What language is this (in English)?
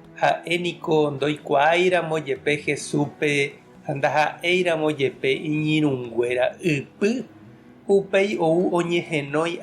Guarani